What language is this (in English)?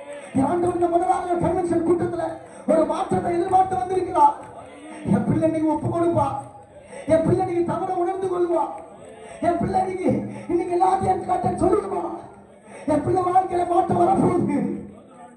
Tamil